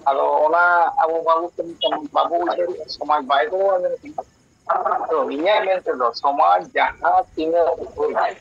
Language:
Santali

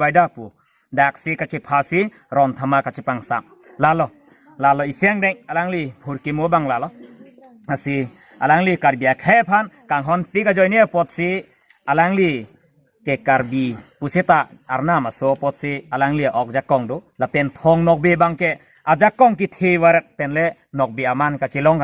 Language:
Karbi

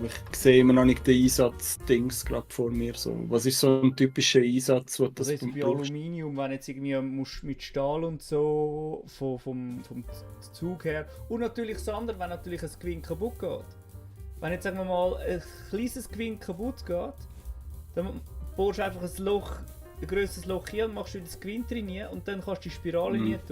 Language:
Swiss German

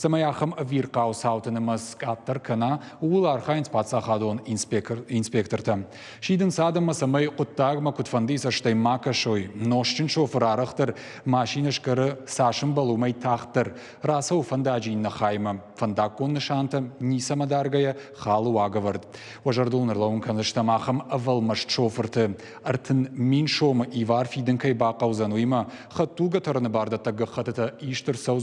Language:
Ossetic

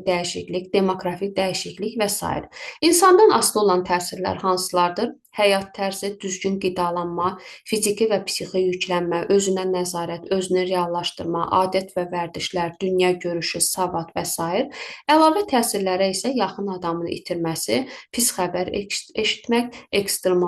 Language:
Azerbaijani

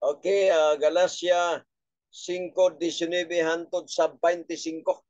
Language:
Cebuano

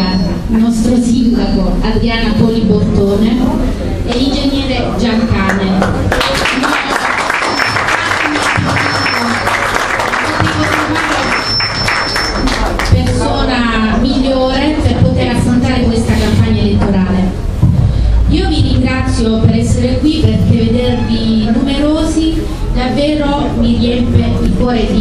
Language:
Italian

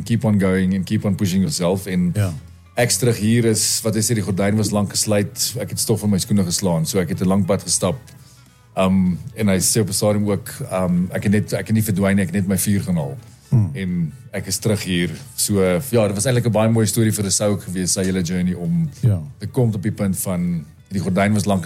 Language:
Afrikaans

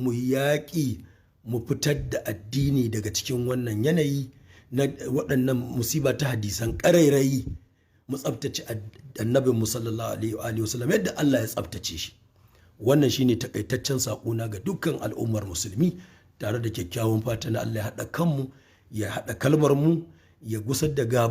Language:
Hausa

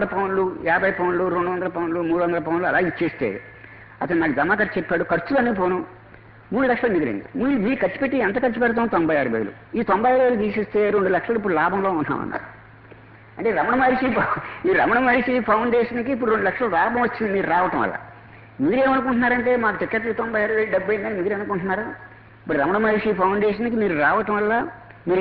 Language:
Telugu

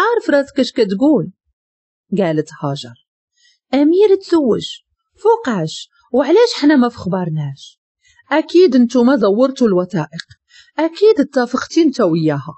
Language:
Moroccan Arabic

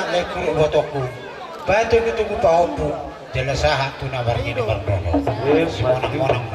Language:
Batak Toba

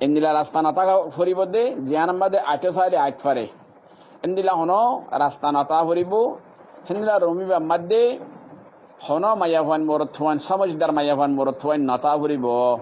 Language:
Rohingya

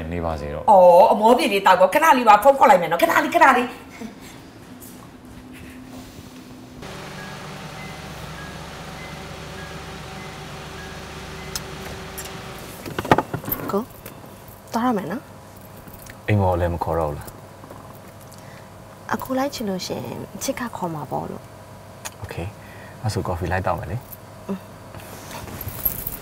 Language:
Burmese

